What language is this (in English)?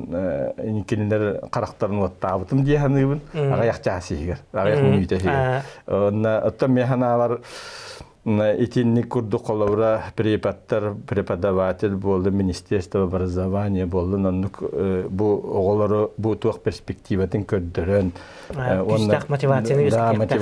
Yakut